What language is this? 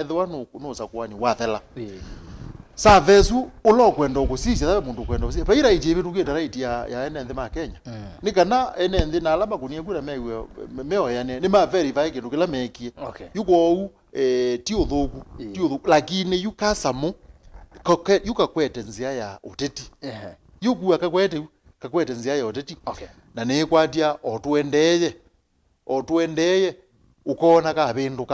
Kamba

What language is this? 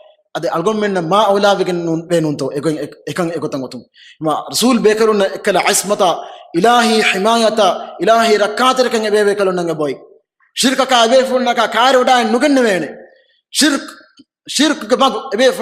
Divehi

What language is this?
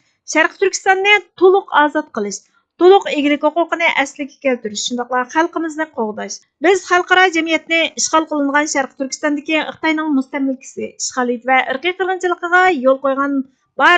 Uyghur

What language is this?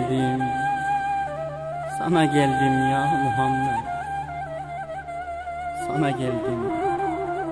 Turkish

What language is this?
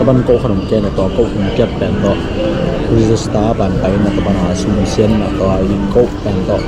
Tedim Chin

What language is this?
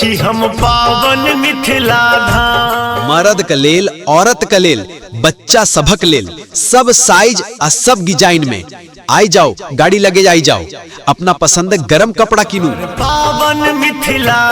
Maithili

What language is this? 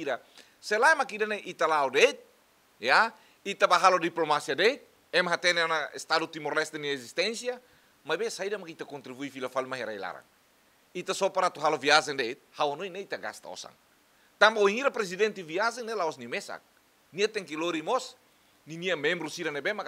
Tetum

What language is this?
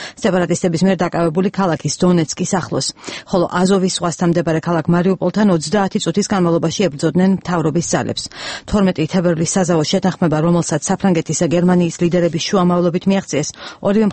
Georgian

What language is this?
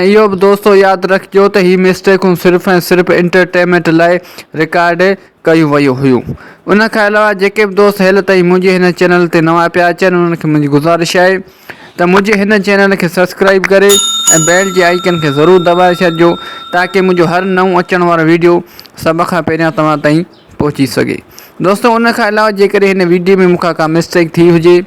Sindhi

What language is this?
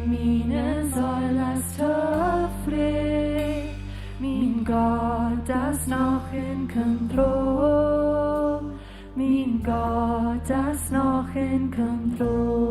Plautdietsch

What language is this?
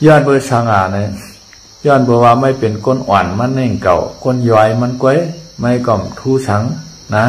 Shan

